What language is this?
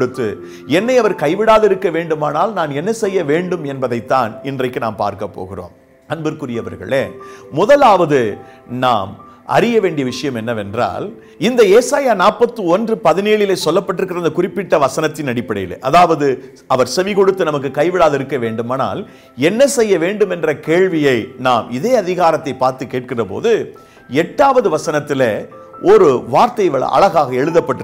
Tamil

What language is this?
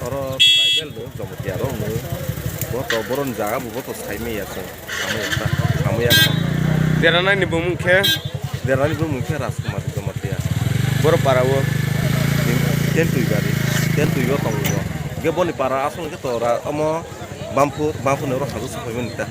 Kok Borok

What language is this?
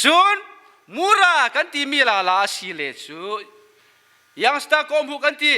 Falam Chin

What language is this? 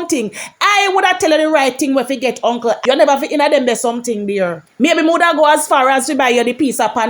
Jamaican Creole English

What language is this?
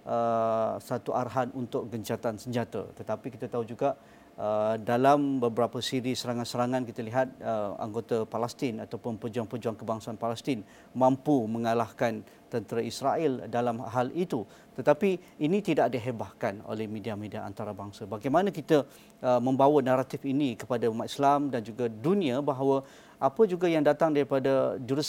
Malay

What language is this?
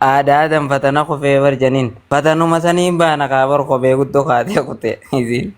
Oromo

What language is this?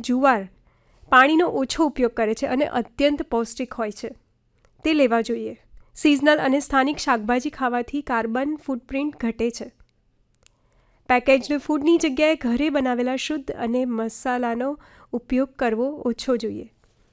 Gujarati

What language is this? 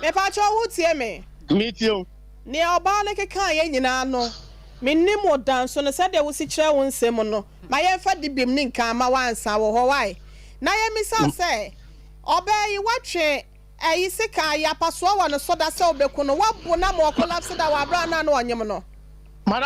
Akan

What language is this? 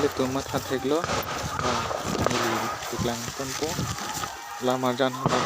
Karbi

